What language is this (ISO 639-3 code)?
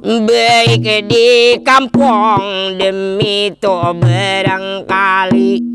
bjn